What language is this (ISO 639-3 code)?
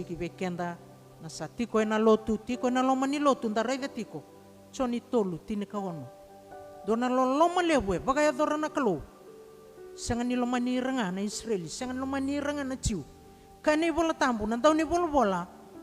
fij